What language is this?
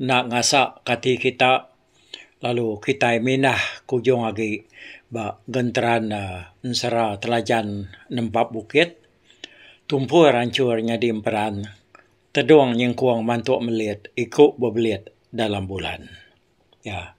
Iban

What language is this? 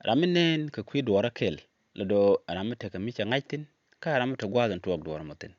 Nuer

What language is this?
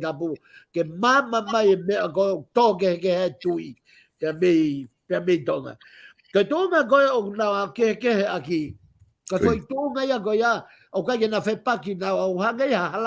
Tongan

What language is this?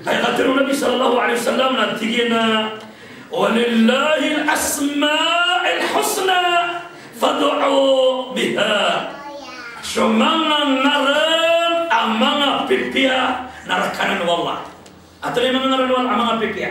Maranao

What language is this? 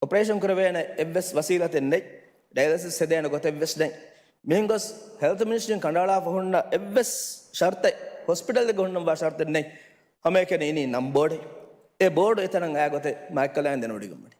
Divehi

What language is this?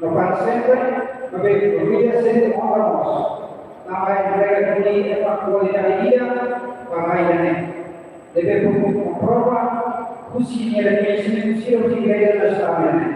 Tetum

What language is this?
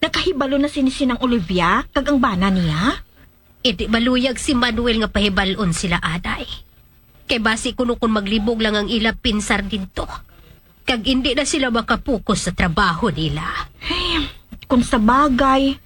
Hiligaynon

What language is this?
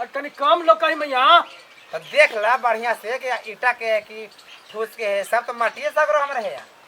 Magahi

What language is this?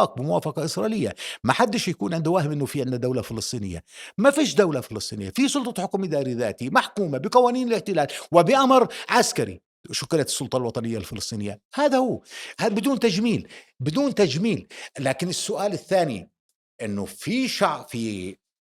North Levantine Arabic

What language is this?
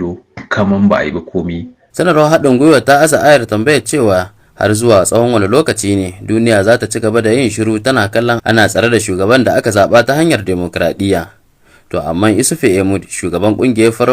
Hausa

